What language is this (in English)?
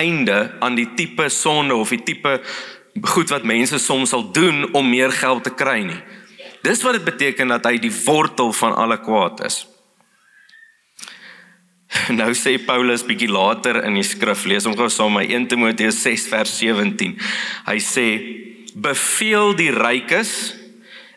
Afrikaans